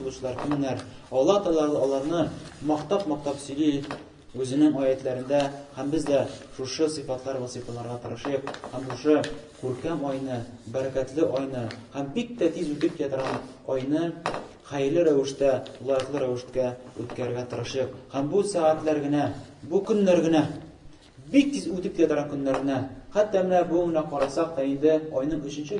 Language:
Tatar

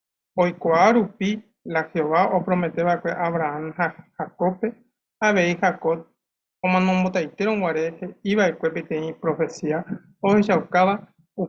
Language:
Guarani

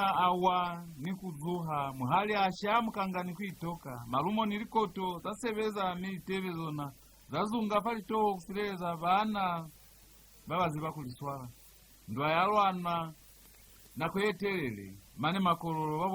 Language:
Lozi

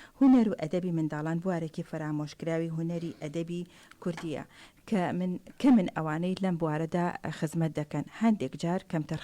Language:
Central Kurdish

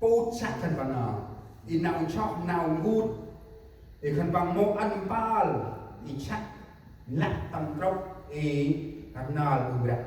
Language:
Central Mnong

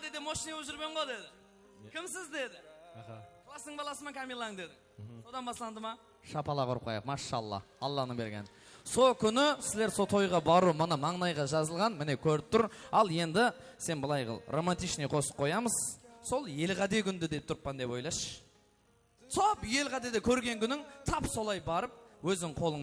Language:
Kara-Kalpak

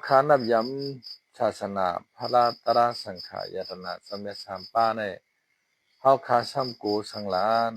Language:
Shan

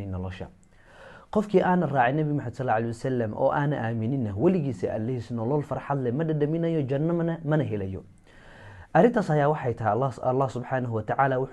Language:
Somali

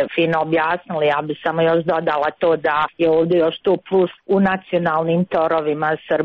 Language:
Croatian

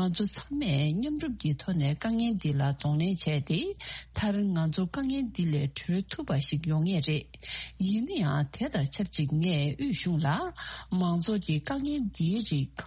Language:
Tibetan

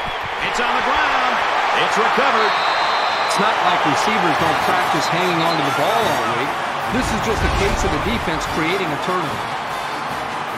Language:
English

